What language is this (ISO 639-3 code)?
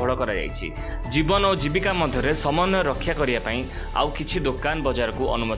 ori